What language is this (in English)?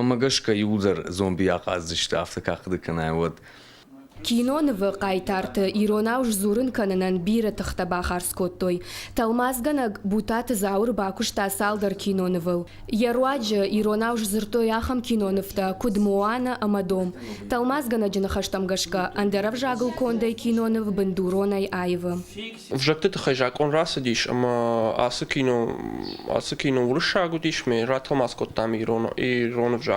Ossetic